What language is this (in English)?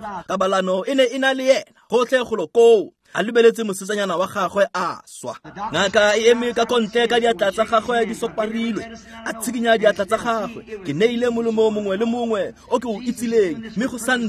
Tswana